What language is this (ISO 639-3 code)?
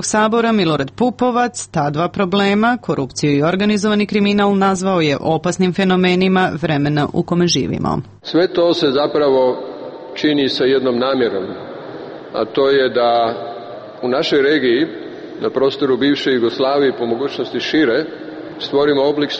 srp